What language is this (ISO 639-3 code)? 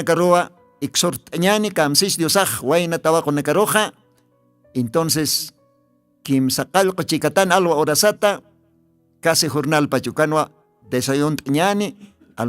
aym